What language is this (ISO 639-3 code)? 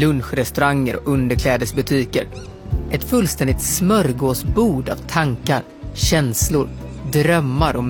swe